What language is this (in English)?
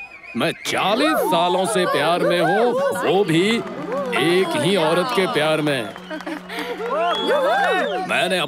Hindi